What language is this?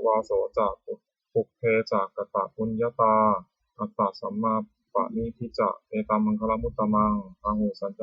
Pali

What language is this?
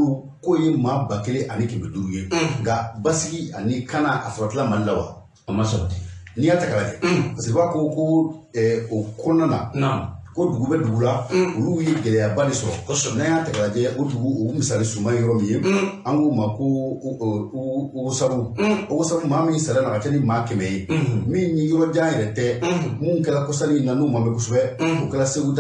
Bambara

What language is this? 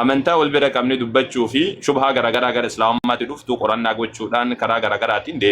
Oromo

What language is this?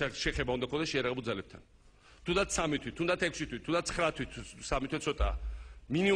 Georgian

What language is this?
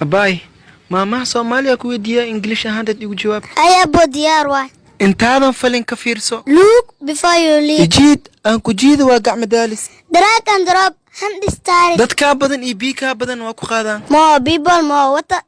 Somali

